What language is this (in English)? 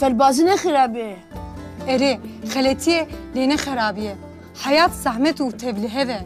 Kurdish